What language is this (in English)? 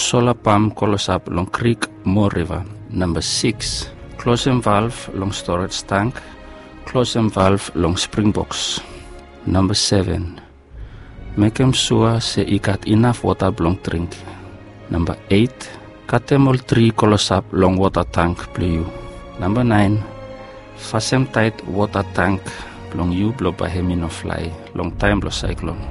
Bislama